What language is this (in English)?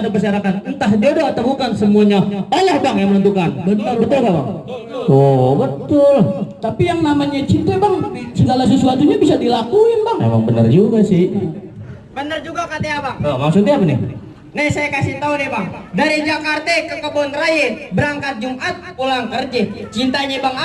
Betawi